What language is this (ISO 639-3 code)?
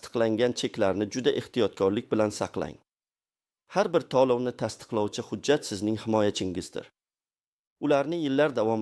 uzb